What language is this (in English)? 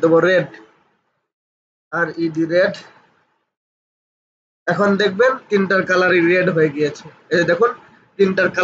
Bangla